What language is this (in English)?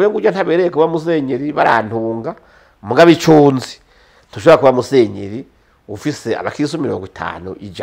Rundi